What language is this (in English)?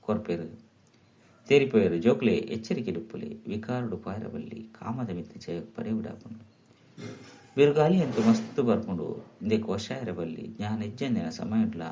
Tulu